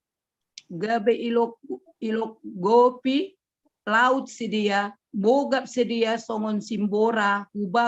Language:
Batak Simalungun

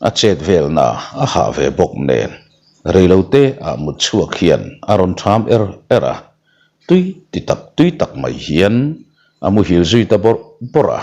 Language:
Mizo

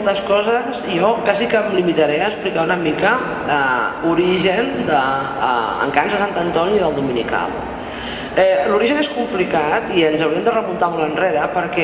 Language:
Catalan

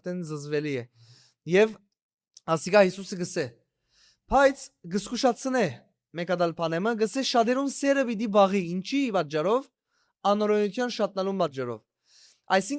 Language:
Western Armenian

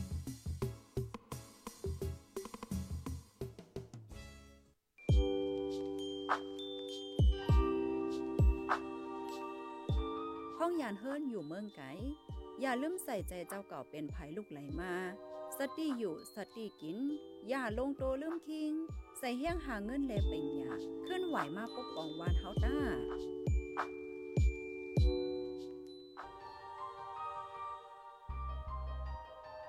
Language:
Thai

